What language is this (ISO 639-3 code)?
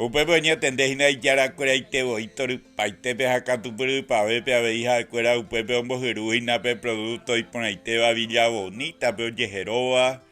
grn